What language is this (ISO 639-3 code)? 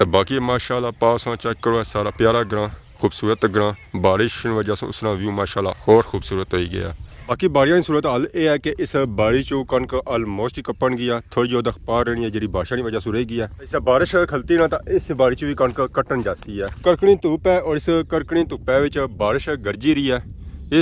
phr